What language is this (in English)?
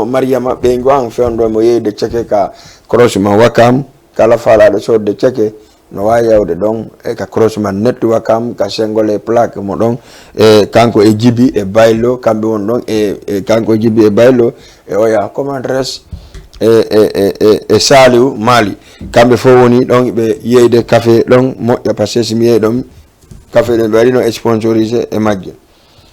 Fula